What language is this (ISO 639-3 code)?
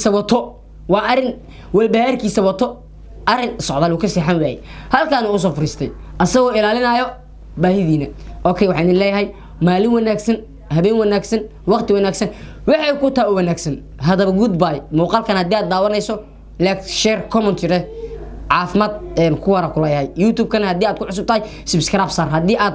som